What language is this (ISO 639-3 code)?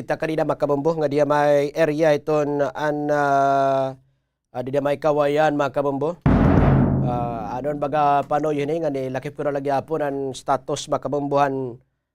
war